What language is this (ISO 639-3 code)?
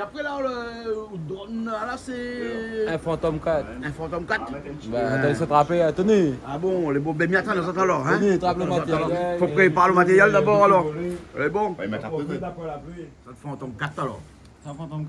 rcf